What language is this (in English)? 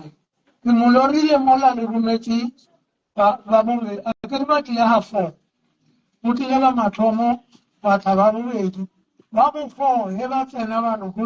Northern Sotho